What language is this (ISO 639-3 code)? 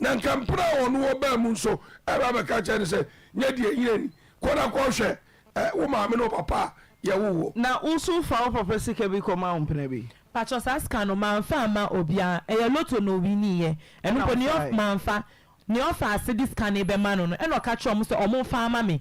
aka